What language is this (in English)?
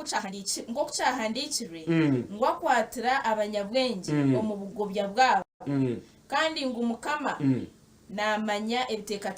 Nyankole